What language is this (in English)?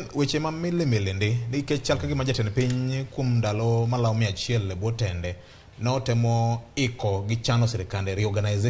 Luo (Kenya and Tanzania)